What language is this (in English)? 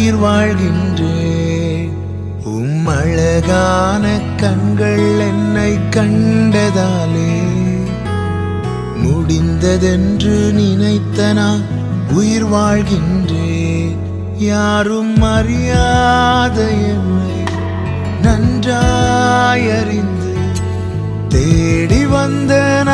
Tamil